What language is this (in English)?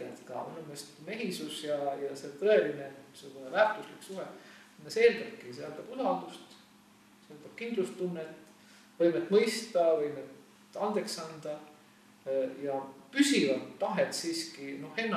Estonian